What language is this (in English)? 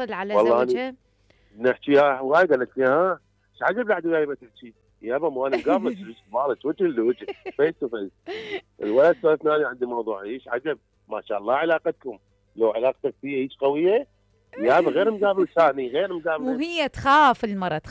Mesopotamian Arabic